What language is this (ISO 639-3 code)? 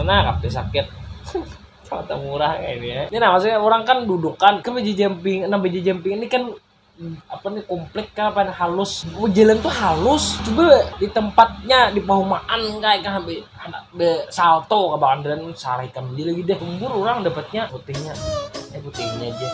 bjn